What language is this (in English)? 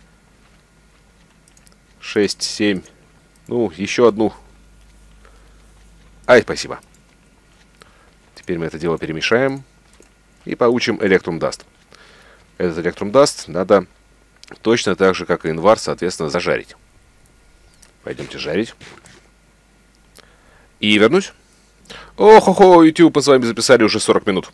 Russian